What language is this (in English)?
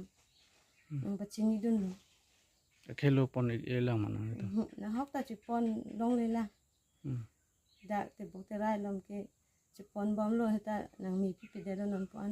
Karbi